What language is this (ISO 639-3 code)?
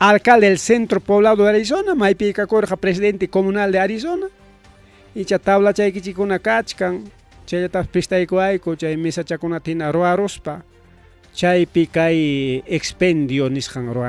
quy